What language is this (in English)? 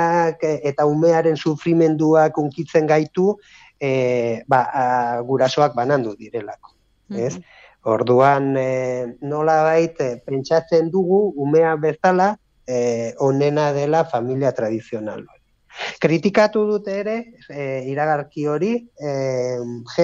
Basque